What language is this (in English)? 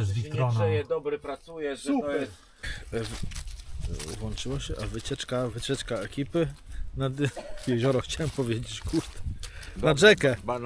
Polish